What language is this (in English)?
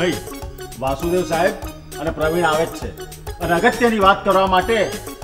Gujarati